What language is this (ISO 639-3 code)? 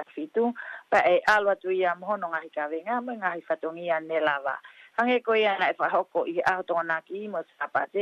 ton